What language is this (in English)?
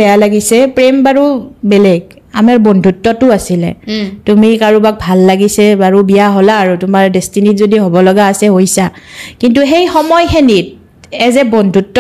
Assamese